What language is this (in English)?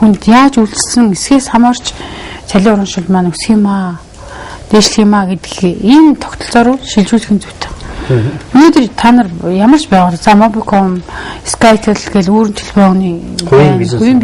Mongolian